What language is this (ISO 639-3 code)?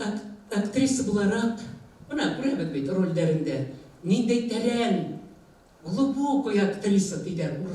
bak